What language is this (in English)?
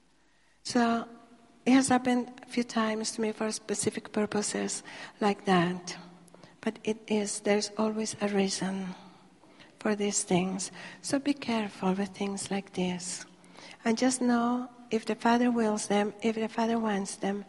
English